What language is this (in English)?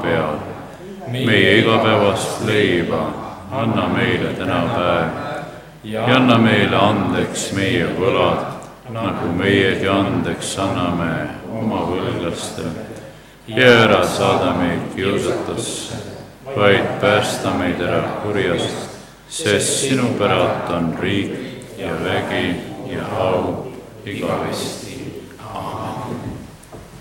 Estonian